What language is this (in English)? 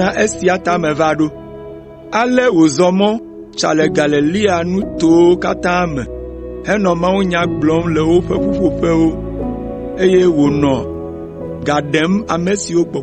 Ewe